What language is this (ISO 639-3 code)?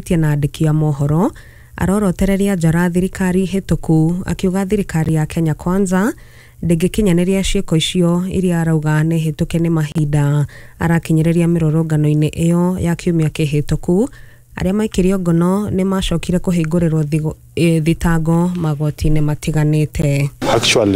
kik